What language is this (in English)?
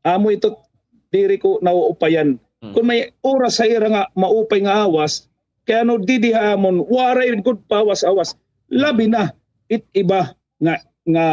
Waray